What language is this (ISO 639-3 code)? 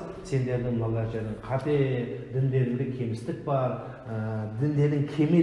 kaz